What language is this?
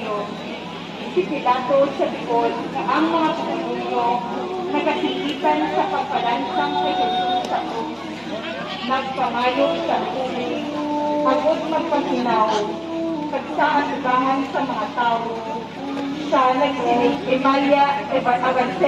Hiligaynon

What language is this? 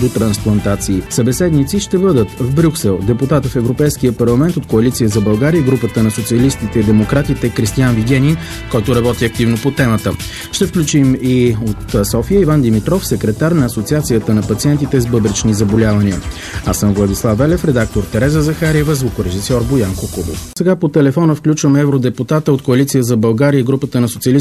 Bulgarian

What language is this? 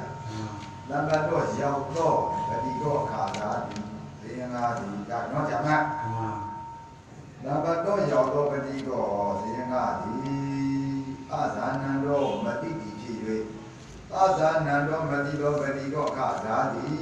Burmese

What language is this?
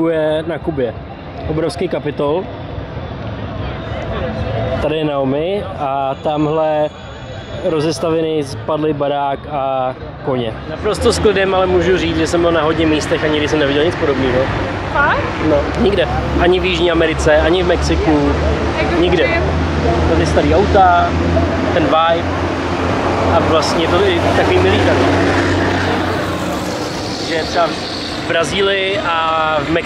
Czech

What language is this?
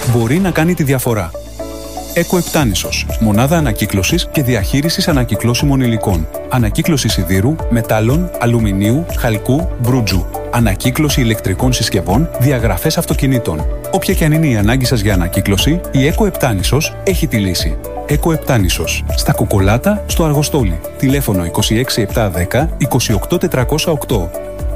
Greek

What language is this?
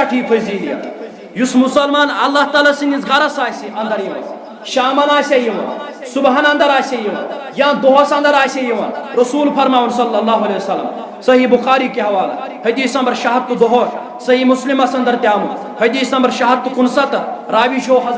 Kashmiri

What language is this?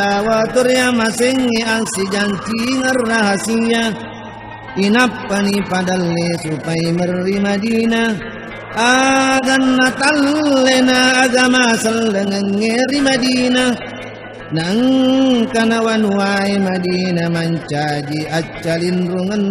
Buginese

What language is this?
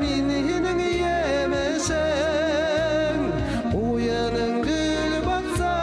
Bashkir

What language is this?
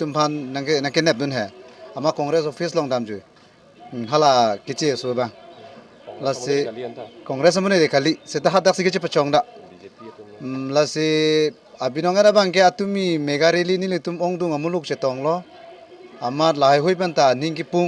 Karbi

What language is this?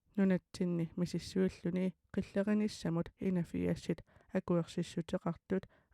Kalaallisut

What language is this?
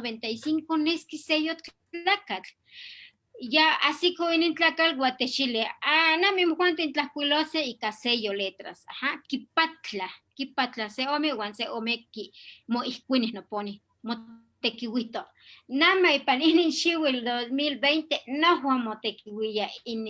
Eastern Huasteca Nahuatl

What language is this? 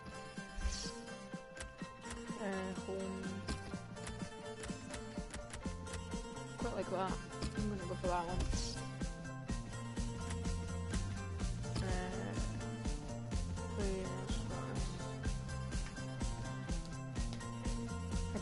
English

